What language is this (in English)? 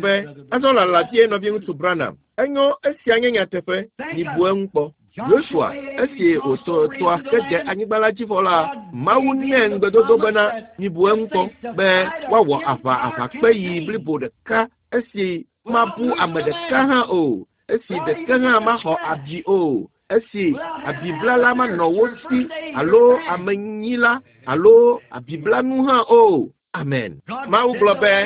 Ewe